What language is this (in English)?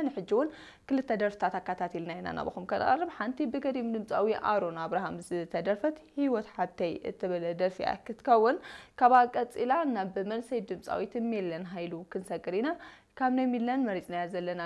Tigrinya